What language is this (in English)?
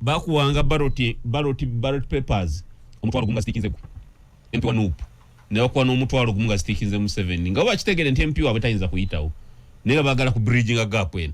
Ganda